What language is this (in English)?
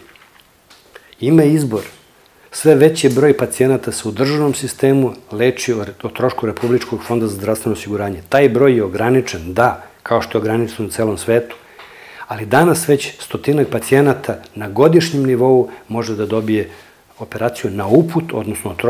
Serbian